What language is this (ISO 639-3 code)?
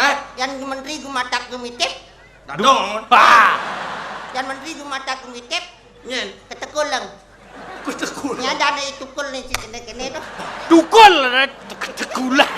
ban